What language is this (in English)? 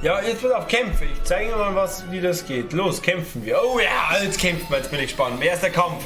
Bavarian